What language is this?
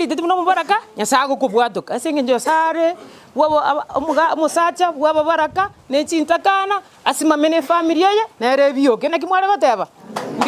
Gusii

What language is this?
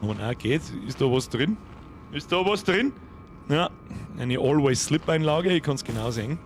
Bavarian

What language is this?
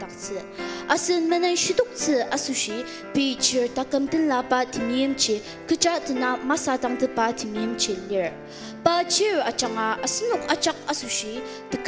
Ao Naga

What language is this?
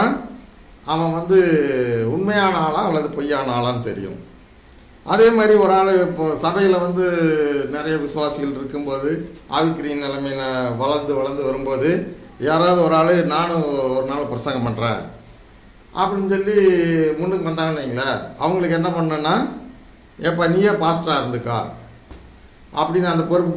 Tamil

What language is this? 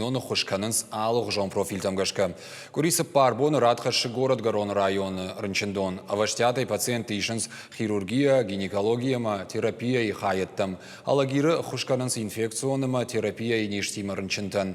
Ossetic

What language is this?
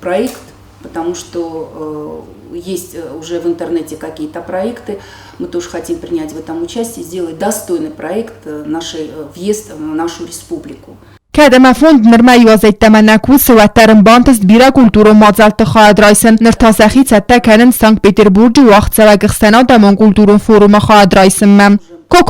Ossetic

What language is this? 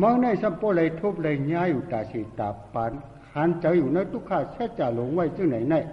Shan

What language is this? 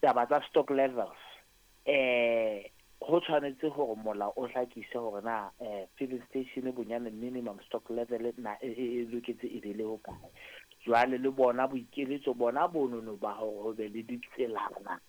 Southern Sotho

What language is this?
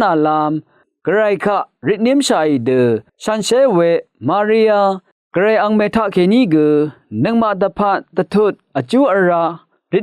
Rawang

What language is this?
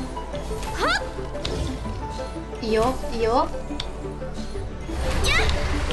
Japanese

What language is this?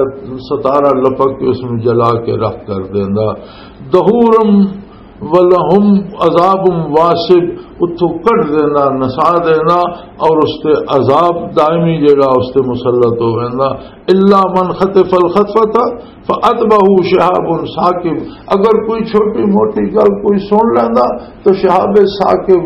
Western Panjabi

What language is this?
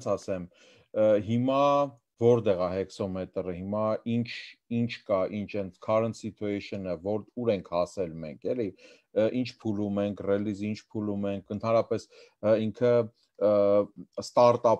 Armenian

